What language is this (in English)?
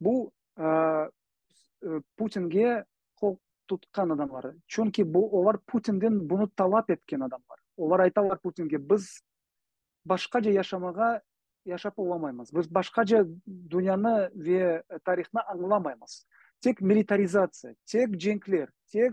Crimean Tatar